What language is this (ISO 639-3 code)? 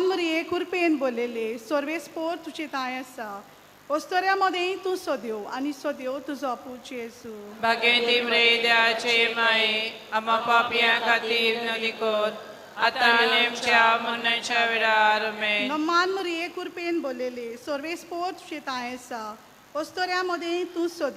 kok